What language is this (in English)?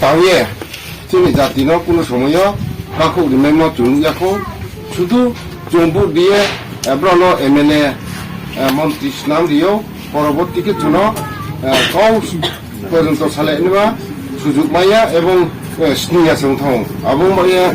Riang (India)